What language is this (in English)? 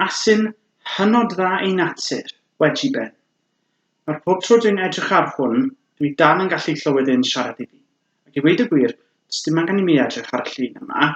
Welsh